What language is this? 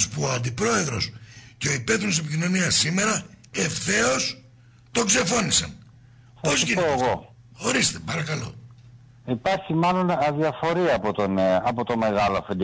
Greek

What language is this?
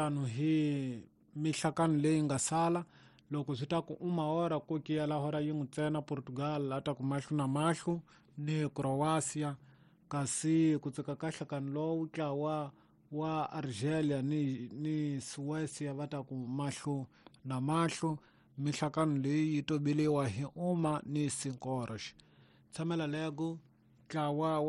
Tsonga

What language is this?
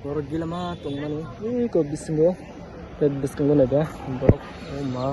Kok Borok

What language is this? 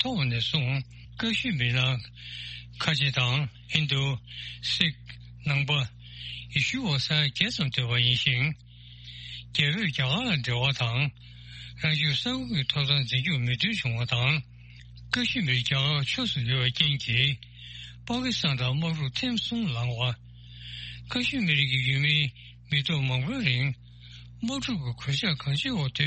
Tibetan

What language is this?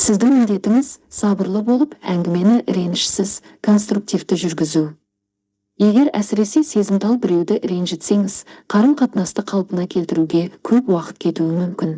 Kazakh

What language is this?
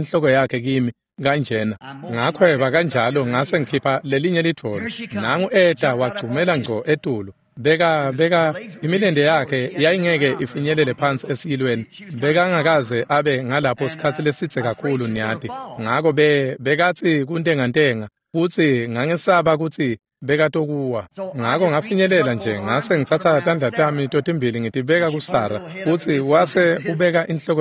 Swati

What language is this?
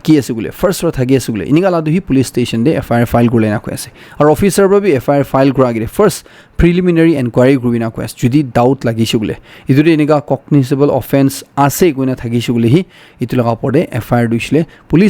Naga Pidgin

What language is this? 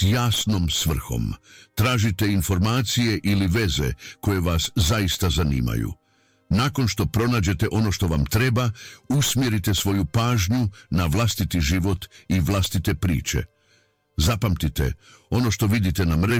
Croatian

